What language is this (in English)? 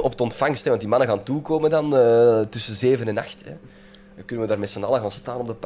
Dutch